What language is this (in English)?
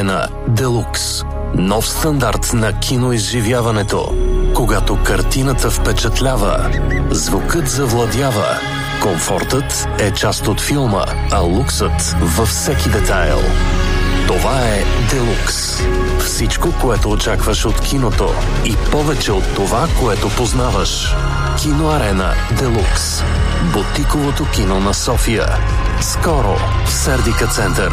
Bulgarian